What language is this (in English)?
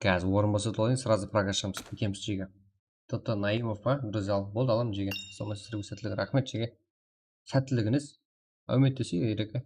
Kara-Kalpak